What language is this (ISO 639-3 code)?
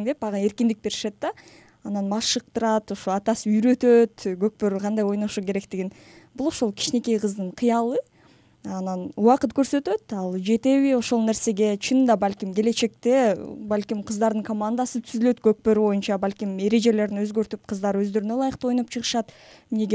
kir